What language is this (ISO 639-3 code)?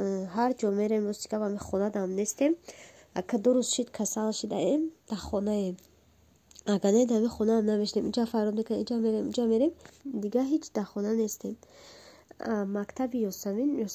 tgk